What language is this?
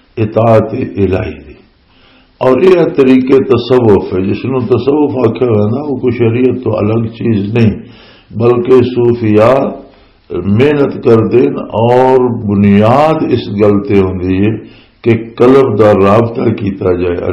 Western Panjabi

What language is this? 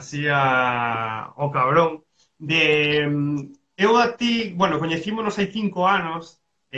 Galician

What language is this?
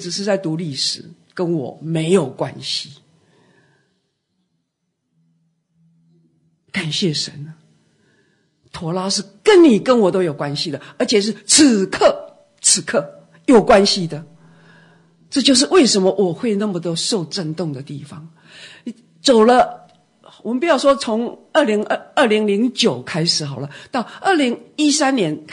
Chinese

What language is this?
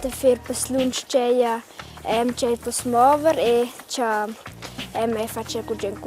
Romansh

